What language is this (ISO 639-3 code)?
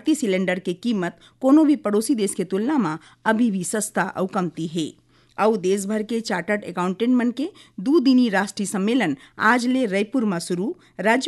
hne